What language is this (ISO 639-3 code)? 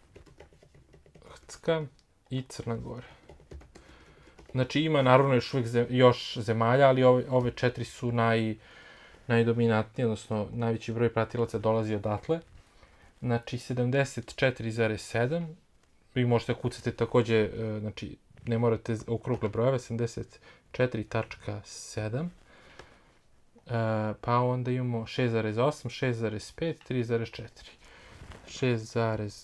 srp